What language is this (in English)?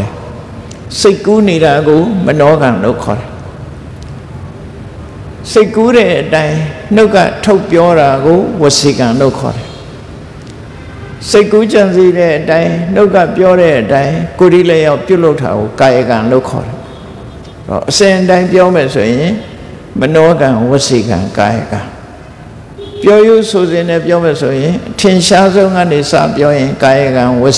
Burmese